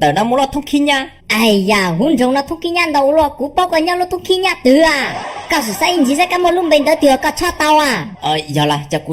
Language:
Hmong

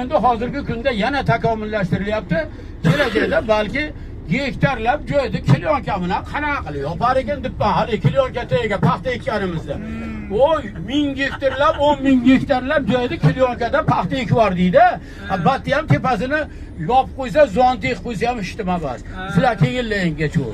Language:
Uzbek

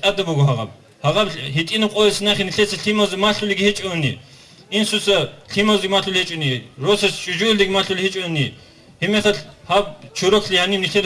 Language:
Avaric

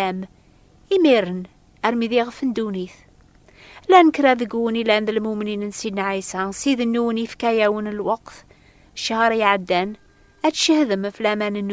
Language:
Kabyle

